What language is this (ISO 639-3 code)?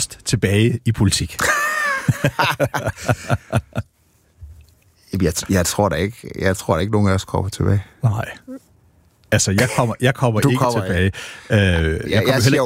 dan